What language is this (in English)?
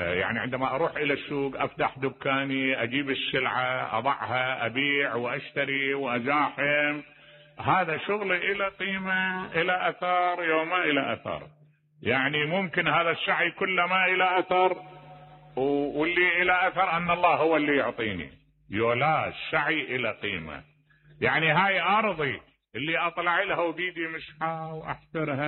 Mesopotamian Arabic